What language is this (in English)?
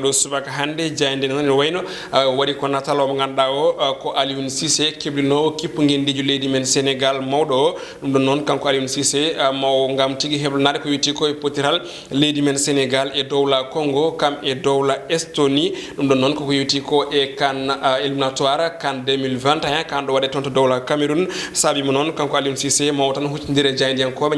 Fula